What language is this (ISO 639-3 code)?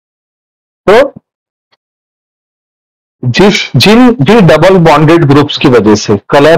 hin